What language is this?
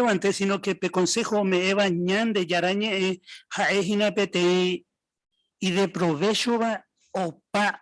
Guarani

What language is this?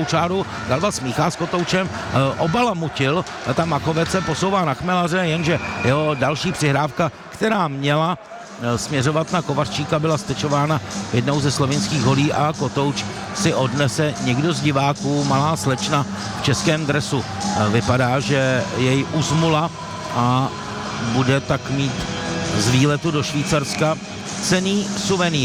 Czech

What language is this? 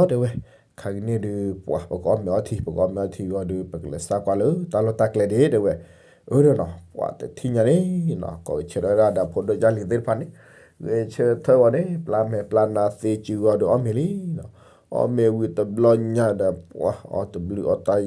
S'gaw Karen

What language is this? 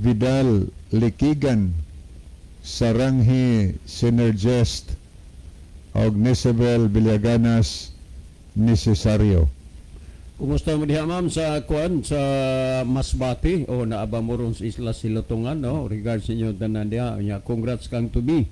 Cebuano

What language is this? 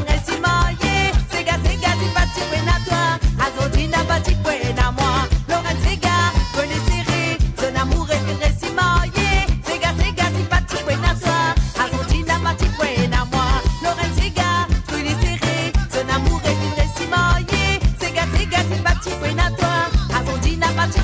Morisyen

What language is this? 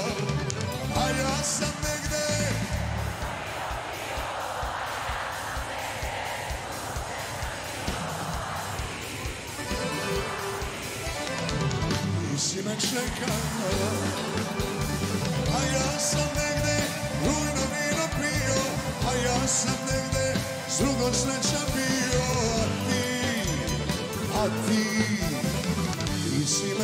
Serbian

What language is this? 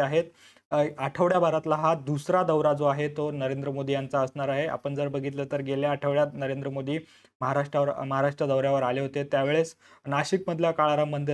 Marathi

